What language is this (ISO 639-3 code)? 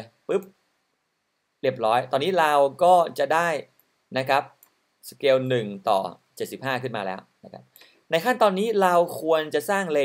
tha